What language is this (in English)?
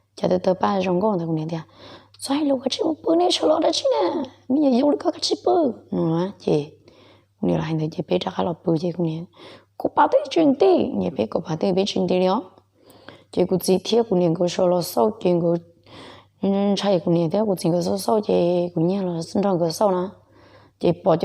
Hmong